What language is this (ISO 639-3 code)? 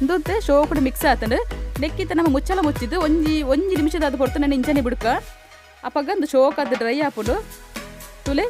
tcy